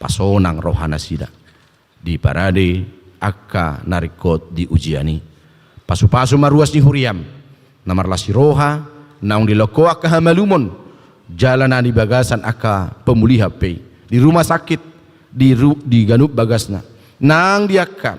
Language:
Batak Toba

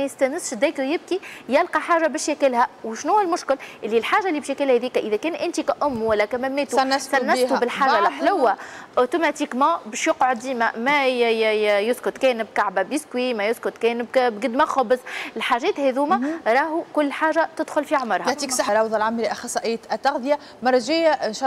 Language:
Tunisian Arabic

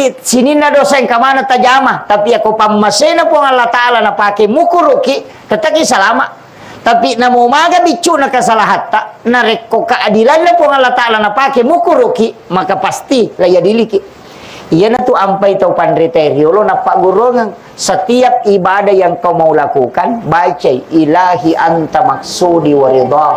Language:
Buginese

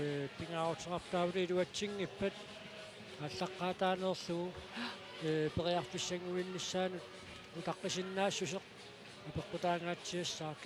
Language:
Kalaallisut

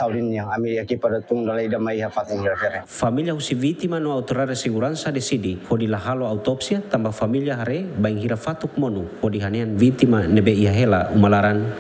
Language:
Tetum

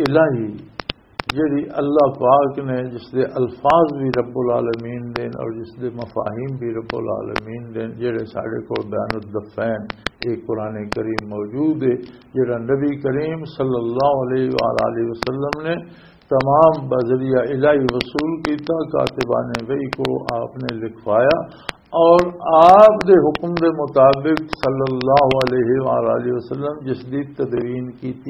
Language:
Western Panjabi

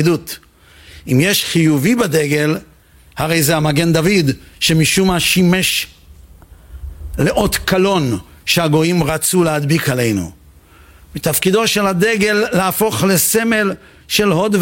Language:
Hebrew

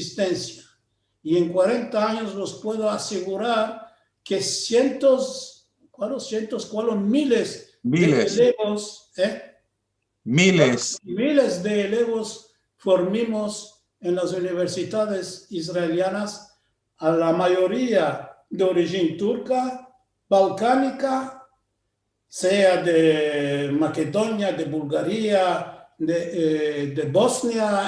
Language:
Ladino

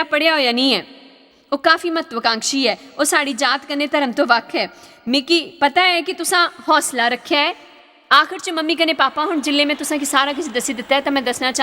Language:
Dogri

